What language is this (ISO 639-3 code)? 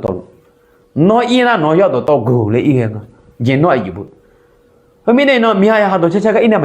ahk